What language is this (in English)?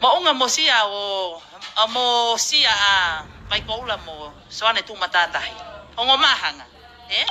Tongan